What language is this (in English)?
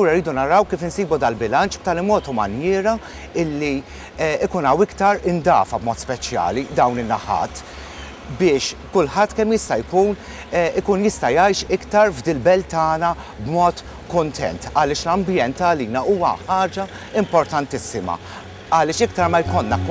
Maltese